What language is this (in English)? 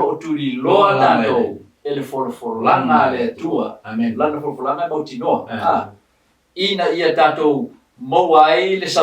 Samoan